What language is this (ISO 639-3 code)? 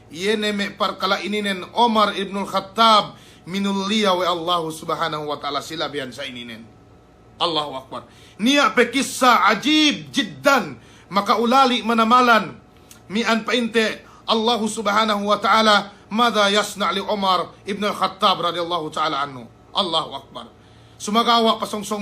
yka